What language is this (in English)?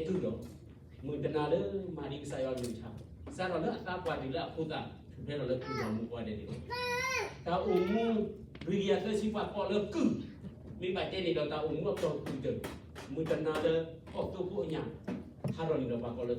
S'gaw Karen